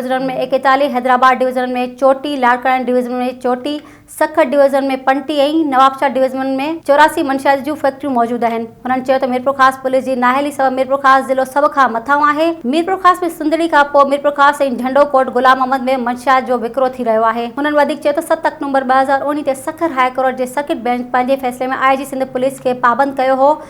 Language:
Sindhi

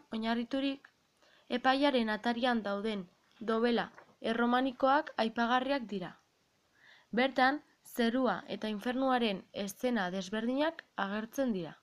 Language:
Basque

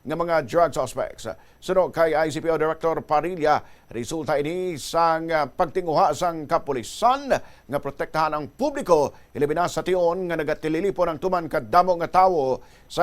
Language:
Hiligaynon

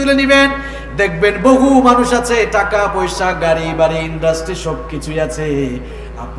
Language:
Bangla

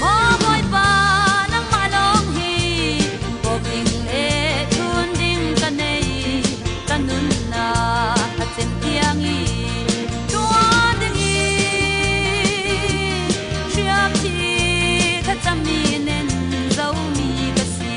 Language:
Falam Chin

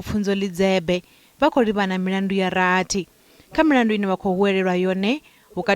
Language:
Venda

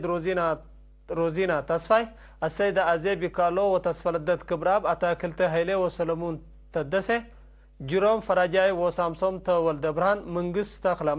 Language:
Tigre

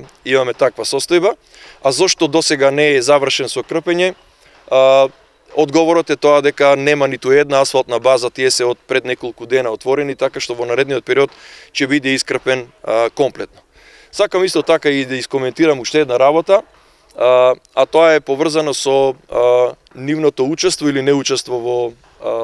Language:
Macedonian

